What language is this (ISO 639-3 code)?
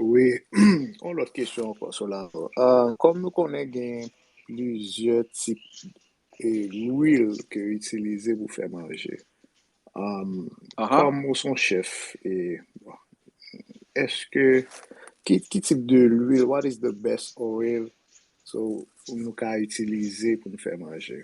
hat